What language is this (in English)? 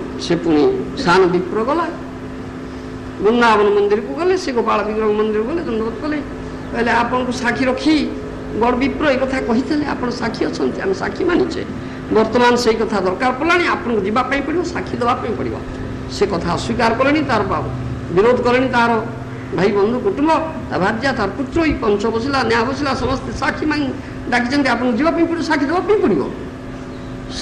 Odia